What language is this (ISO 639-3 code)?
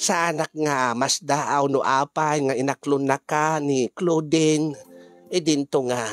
ilo